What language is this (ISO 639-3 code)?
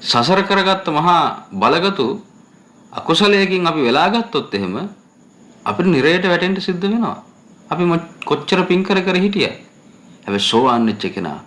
sin